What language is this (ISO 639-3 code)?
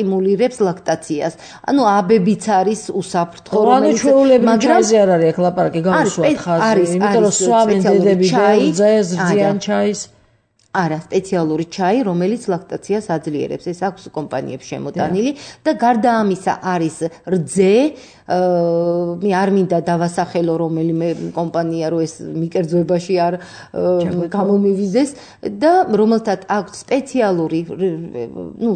kat